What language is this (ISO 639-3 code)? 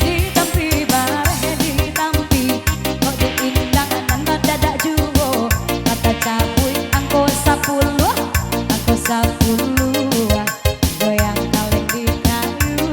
min